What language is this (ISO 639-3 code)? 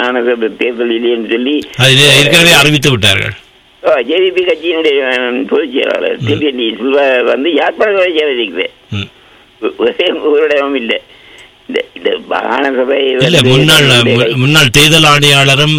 tam